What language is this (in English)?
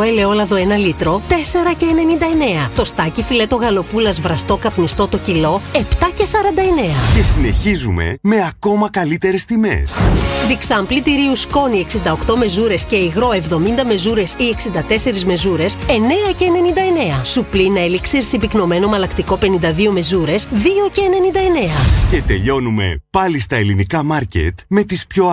Greek